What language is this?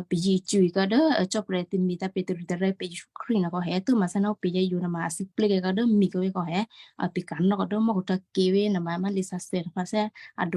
Western Kayah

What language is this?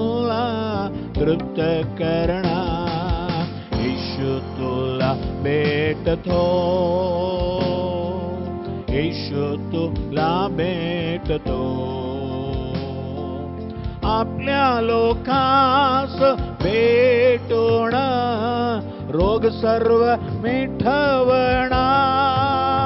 Marathi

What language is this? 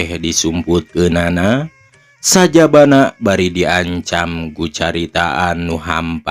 Sundanese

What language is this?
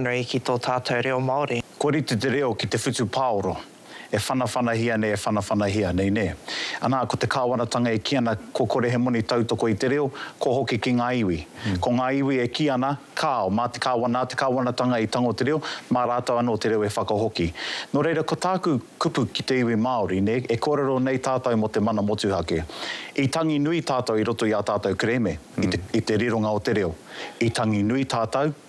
Māori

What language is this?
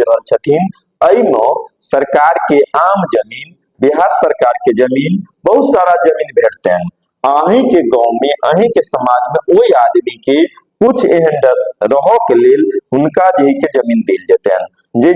Maithili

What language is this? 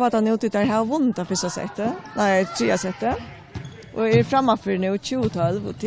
Faroese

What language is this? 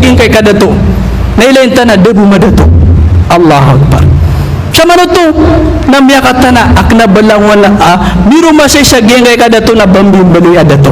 Maranao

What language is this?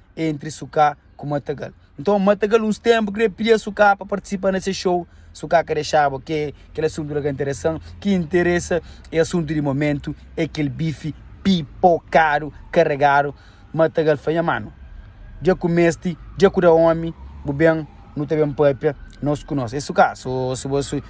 Kabuverdianu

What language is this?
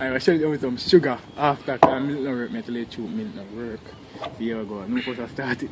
Jamaican Creole English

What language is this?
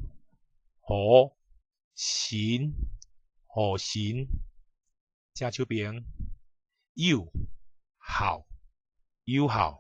Min Nan Chinese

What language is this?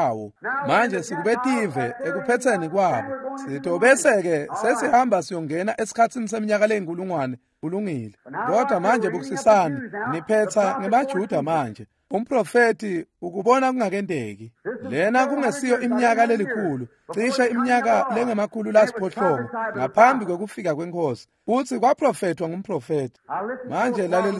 Swati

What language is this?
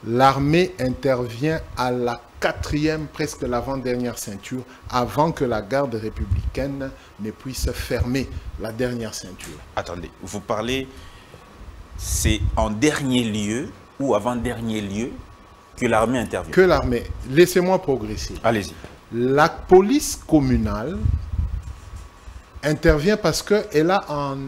French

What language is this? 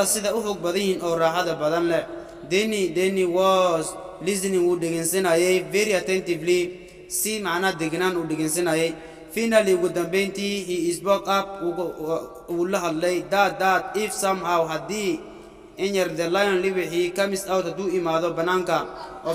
Somali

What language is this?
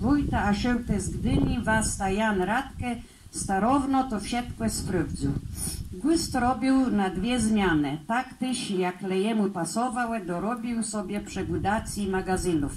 Kashubian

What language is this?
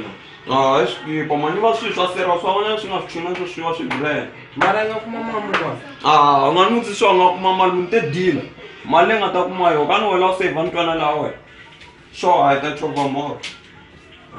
Tsonga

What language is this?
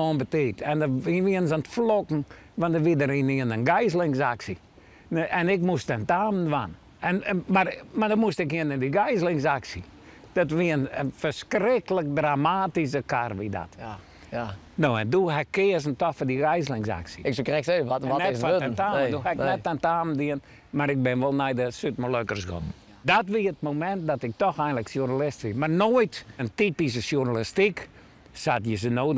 Western Frisian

